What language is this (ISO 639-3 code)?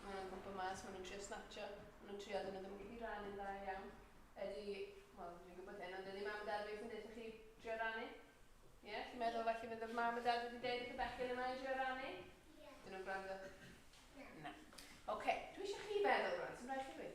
cym